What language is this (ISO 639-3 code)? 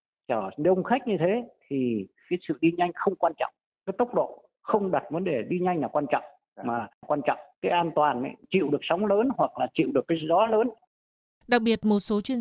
vie